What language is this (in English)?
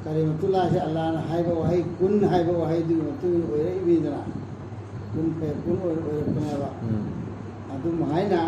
Manipuri